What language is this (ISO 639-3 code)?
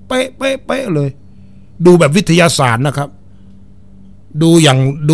tha